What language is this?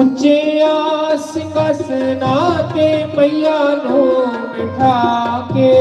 Dogri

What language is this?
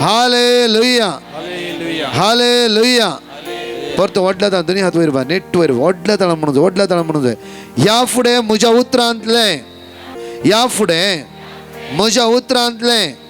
Konkani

